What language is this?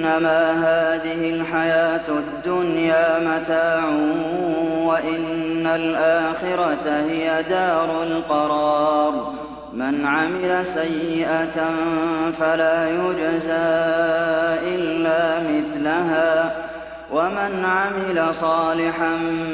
Arabic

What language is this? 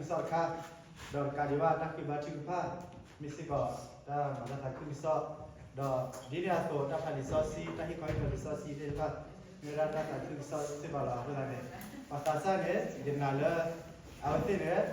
S'gaw Karen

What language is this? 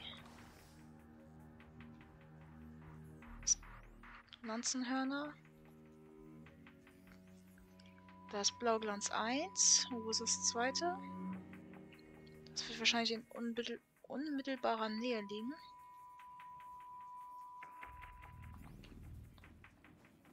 German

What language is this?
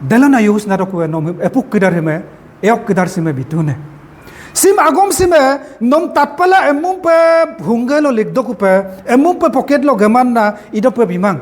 Adi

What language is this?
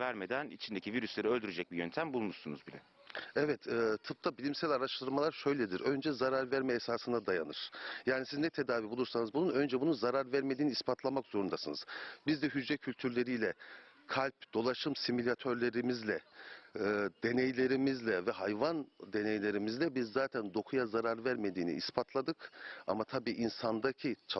Turkish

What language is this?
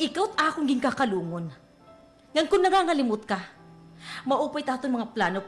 Waray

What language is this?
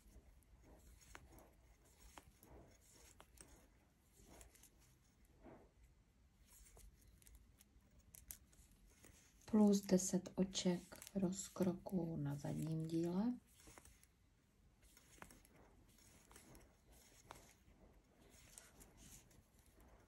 Czech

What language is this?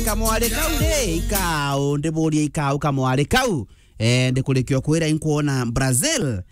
Meru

